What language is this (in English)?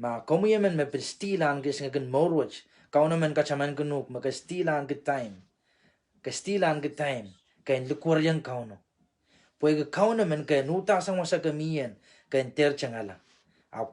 Pohnpeian